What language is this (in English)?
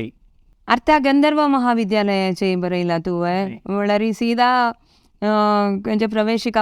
Konkani